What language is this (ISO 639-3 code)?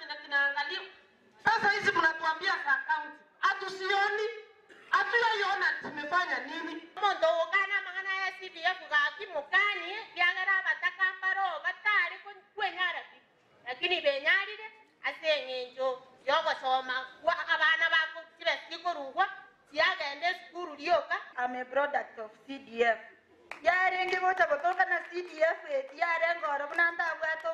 guz